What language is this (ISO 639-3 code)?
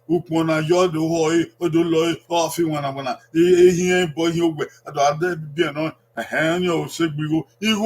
bin